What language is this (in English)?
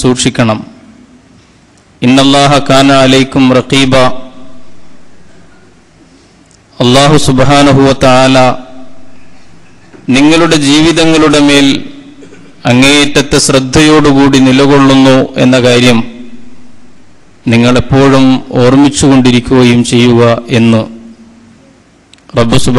Malayalam